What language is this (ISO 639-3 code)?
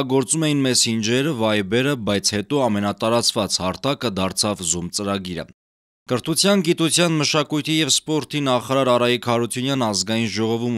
hye